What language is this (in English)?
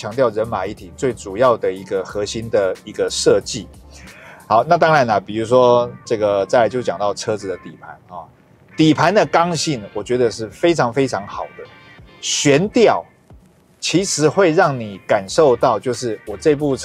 Chinese